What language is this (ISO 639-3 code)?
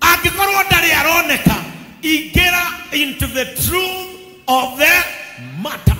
kik